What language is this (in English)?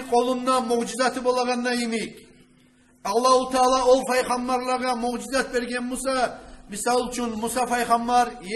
Kumyk